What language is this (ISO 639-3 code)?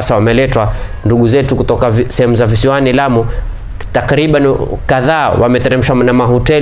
swa